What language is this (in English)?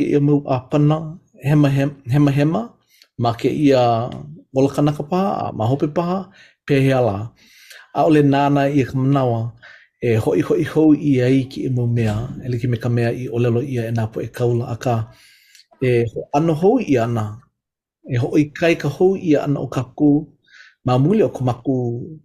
Hawaiian